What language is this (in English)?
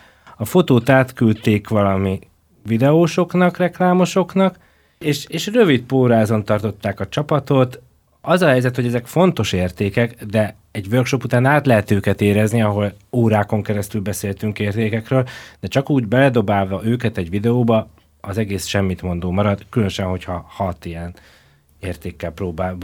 Hungarian